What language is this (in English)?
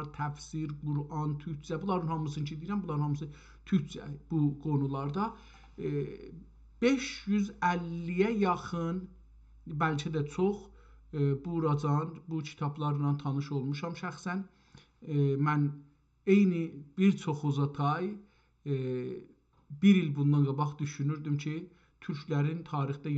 South Azerbaijani